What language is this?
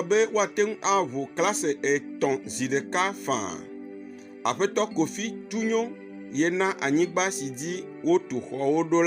Ewe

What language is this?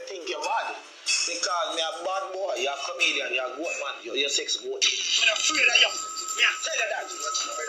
Jamaican Creole English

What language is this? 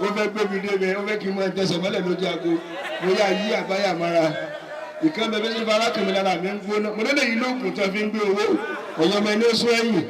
Yoruba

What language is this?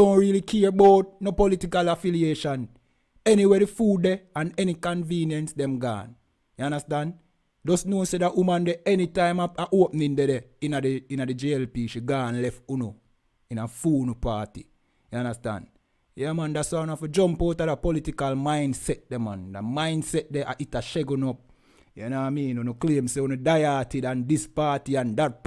Jamaican Creole English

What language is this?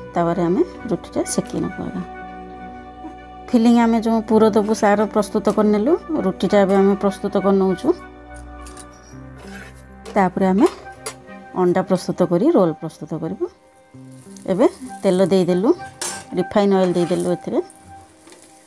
Odia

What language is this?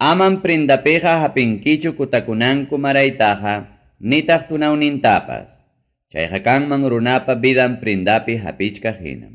Ayacucho Quechua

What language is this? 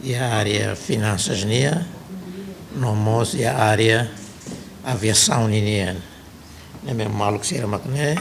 Tetum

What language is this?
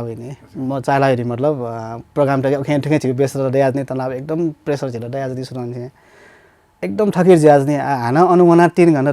Newari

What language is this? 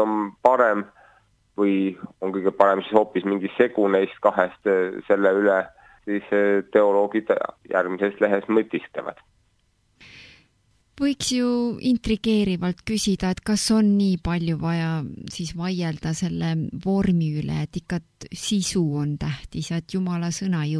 Estonian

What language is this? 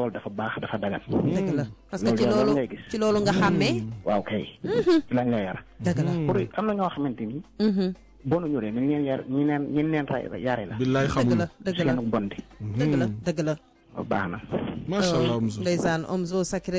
Wolof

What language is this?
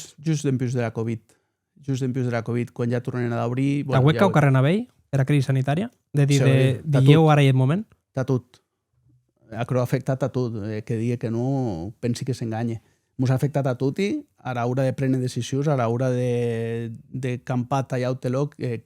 Occitan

